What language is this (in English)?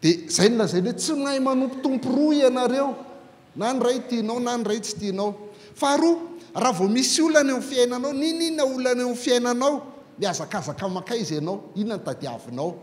Malagasy